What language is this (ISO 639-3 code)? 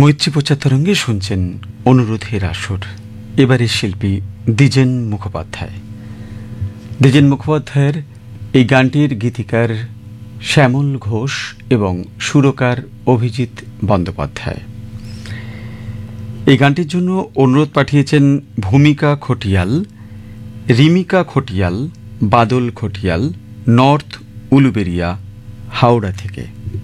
ben